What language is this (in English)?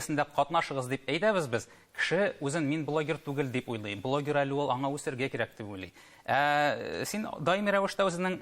Tatar